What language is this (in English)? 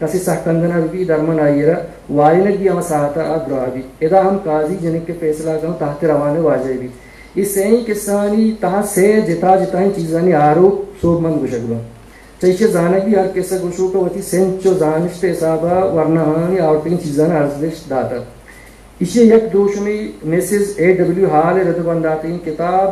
Eastern Balochi